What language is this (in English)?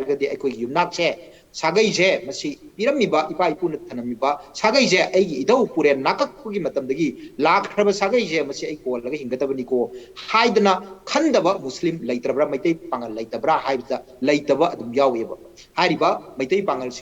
Manipuri